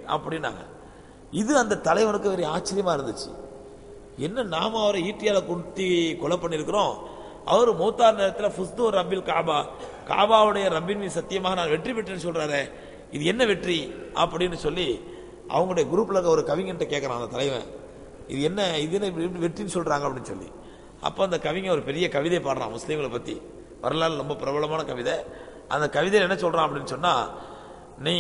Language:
Tamil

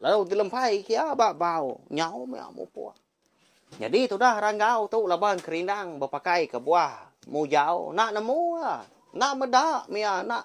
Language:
Iban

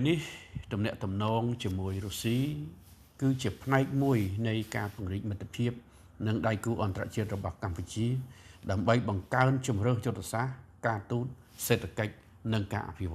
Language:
Khmer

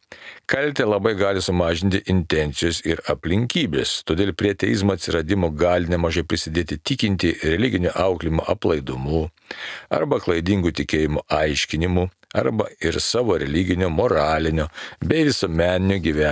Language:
Lithuanian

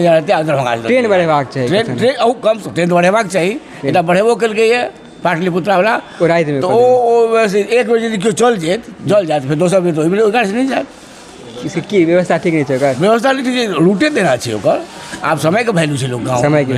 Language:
Maithili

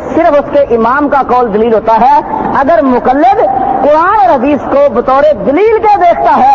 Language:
Urdu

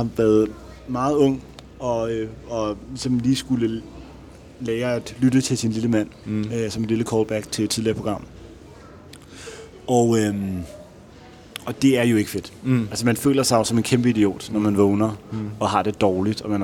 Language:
Danish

